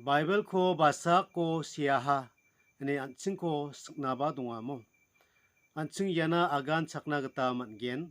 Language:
Garo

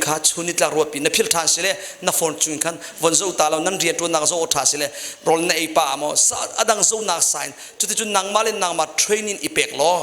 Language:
Hakha Chin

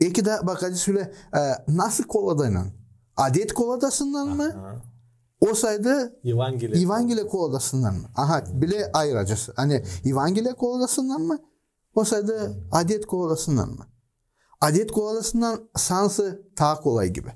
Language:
Gagauz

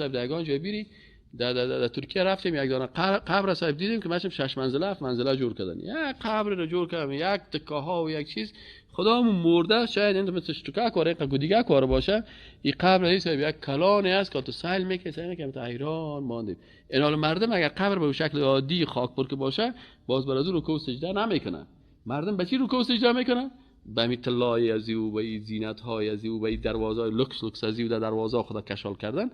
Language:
Persian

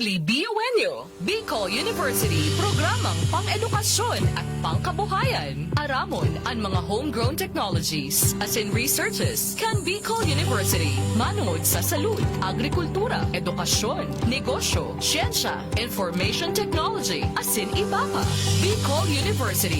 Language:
Bikol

